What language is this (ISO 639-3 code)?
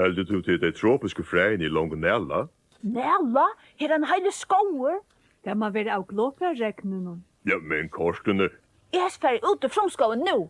fao